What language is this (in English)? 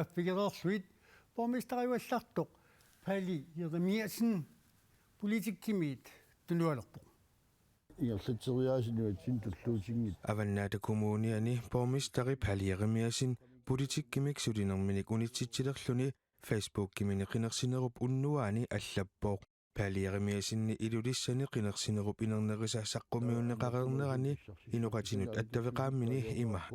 Kalaallisut